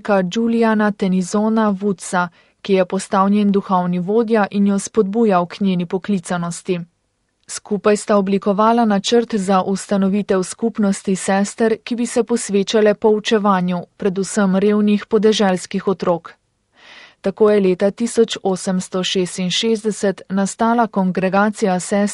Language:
Slovenian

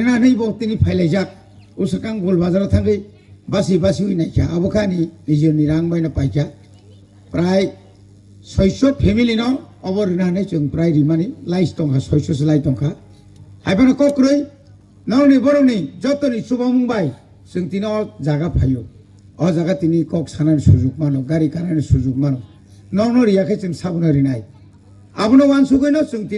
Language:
Kok Borok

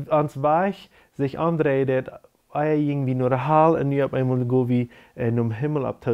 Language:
Plautdietsch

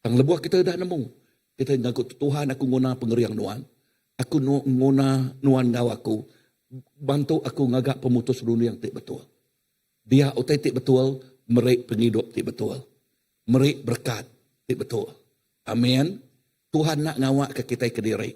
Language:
Iban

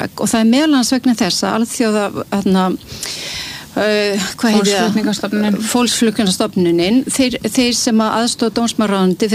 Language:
Icelandic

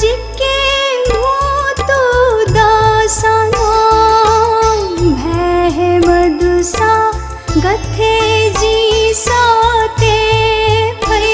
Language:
Newari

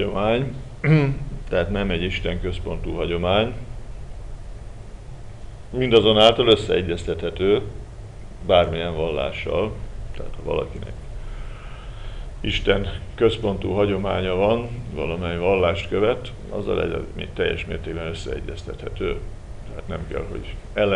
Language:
Hungarian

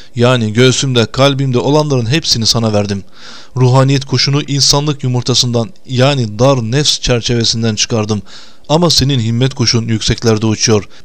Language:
Turkish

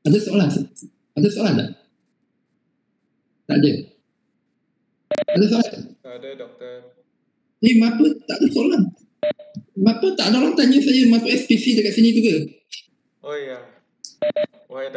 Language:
Malay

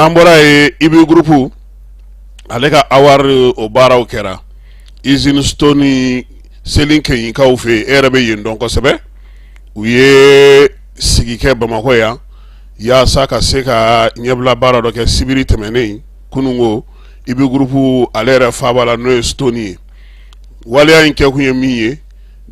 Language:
Bambara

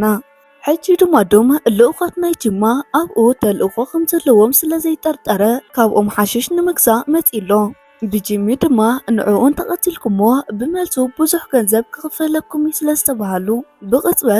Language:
Tigrinya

